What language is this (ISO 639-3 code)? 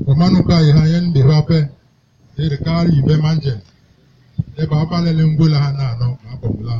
bas